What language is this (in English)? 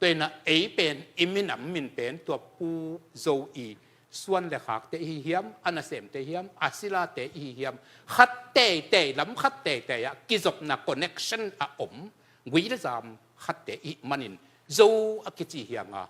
Tedim Chin